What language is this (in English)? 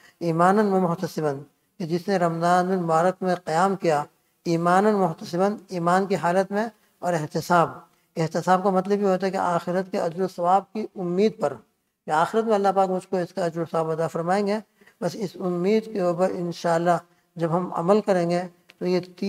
Urdu